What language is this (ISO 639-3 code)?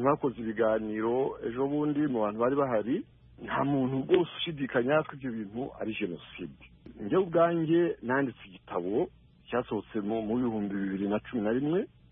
kin